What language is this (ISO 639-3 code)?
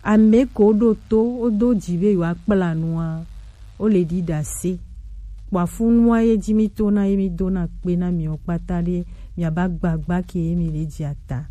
gej